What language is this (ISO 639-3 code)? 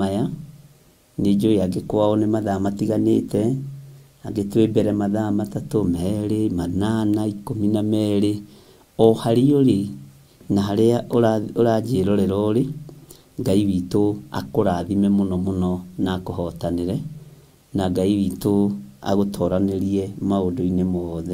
kik